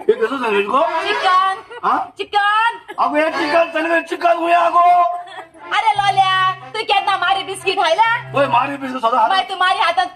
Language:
Konkani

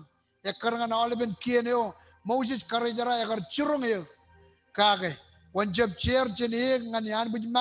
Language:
Marshallese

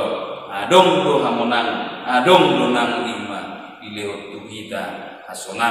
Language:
Batak Toba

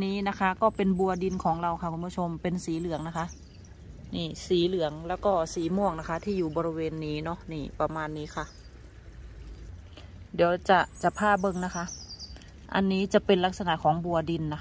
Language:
Thai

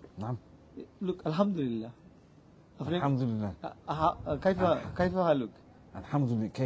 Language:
Sylheti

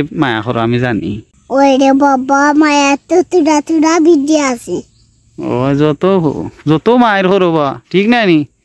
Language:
Sylheti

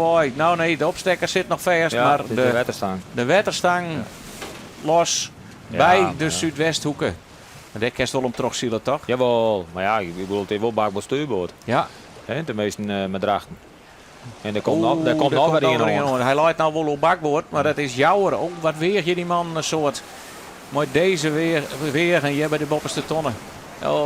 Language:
Western Frisian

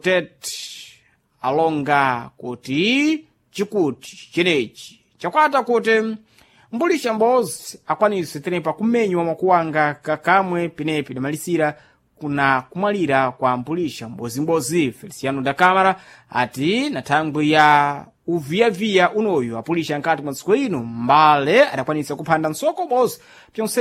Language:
Sena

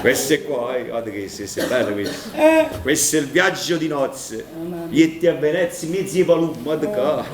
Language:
Neapolitan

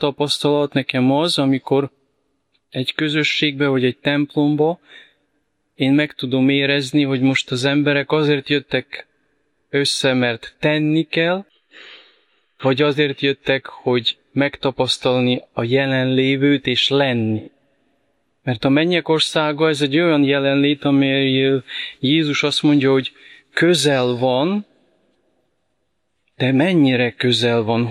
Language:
Hungarian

